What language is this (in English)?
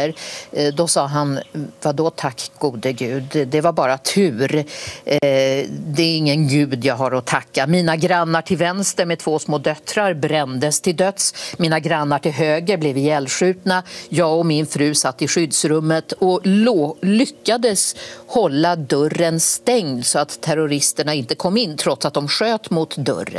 Swedish